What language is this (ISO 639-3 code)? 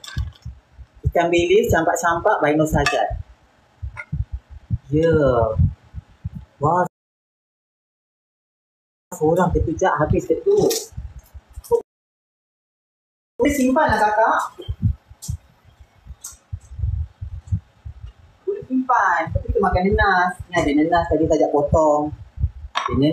msa